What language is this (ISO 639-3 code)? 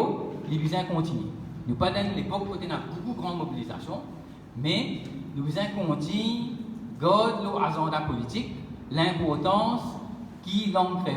mfe